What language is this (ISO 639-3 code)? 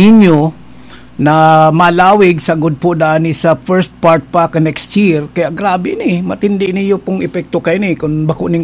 bik